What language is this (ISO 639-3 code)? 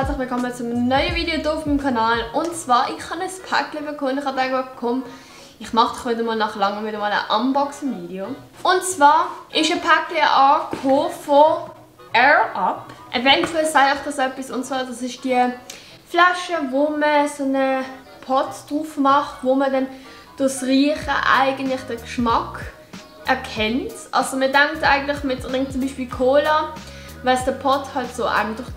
gsw